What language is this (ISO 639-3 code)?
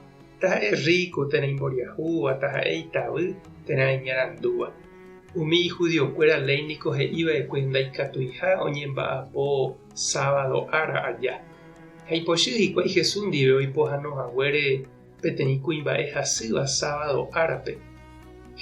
grn